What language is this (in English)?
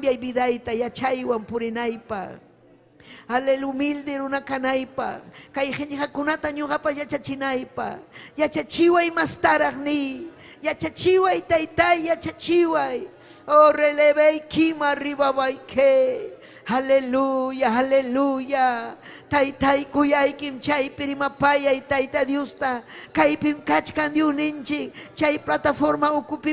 Ayacucho Quechua